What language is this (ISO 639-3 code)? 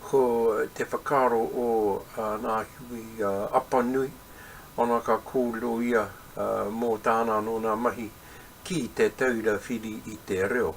mri